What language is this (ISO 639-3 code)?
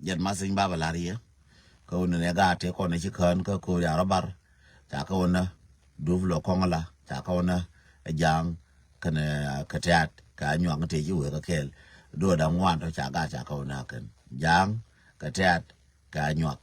nus